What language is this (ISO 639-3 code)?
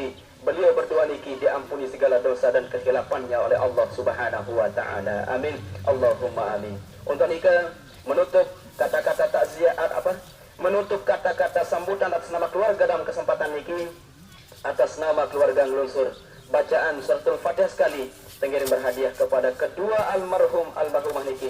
sas